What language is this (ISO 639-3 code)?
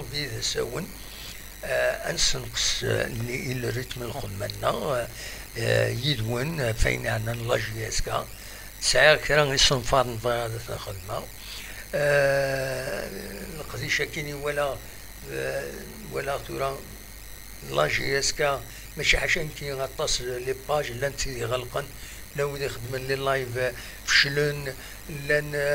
kab